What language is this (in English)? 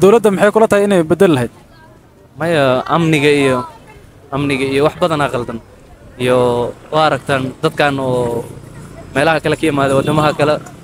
Somali